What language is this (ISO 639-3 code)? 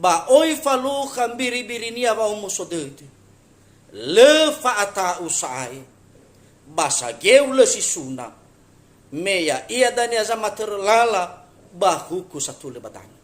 nia